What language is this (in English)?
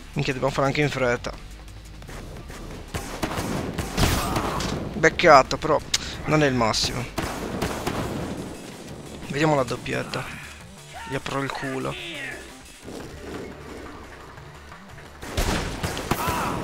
Italian